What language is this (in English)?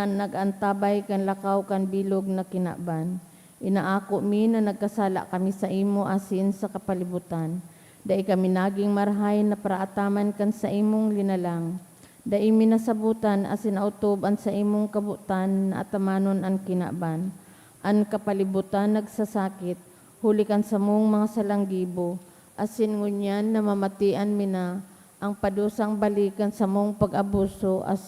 Bikol